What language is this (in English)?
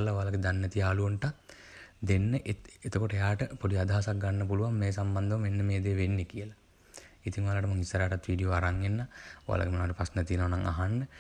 Sinhala